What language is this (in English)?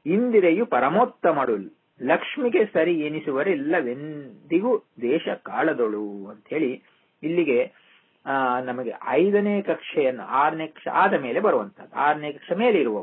Kannada